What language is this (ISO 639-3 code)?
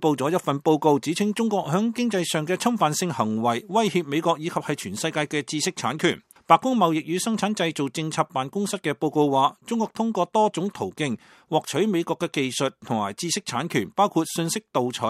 yue